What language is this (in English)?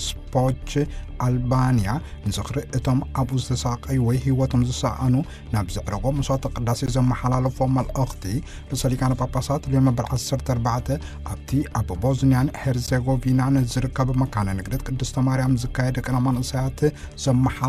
Tigrinya